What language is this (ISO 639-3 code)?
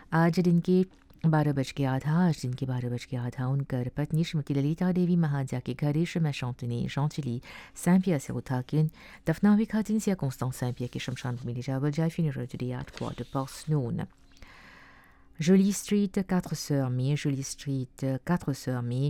bho